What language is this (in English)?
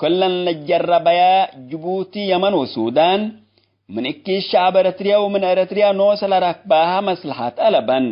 Tigre